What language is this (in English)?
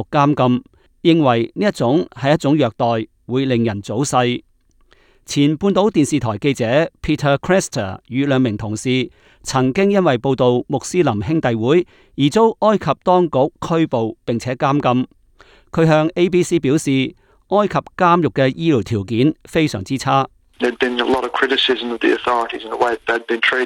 Cantonese